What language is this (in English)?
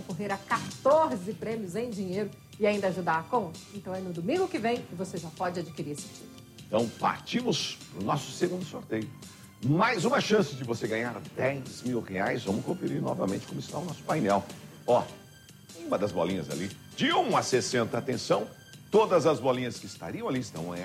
Portuguese